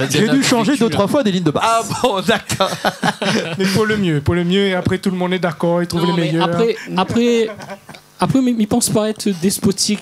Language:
Réunion Creole French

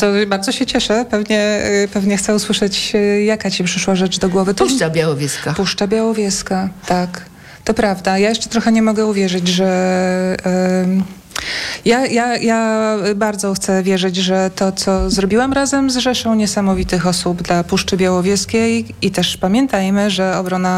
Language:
Polish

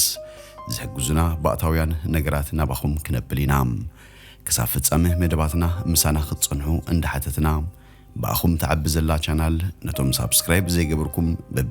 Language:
Tigrinya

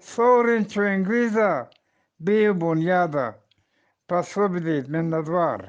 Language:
Eastern Balochi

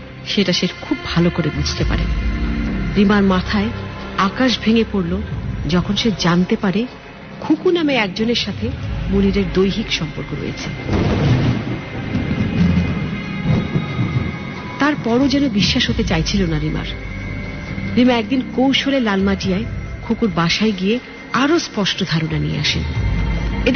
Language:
Bangla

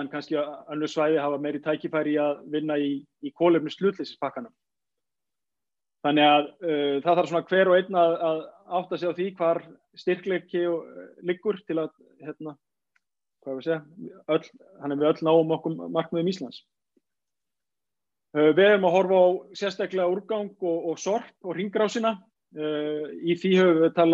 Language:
Icelandic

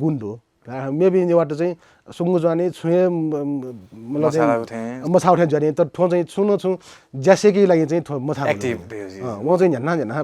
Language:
Newari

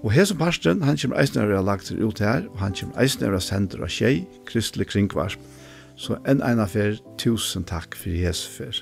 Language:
Faroese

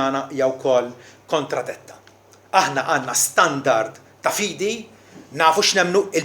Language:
Maltese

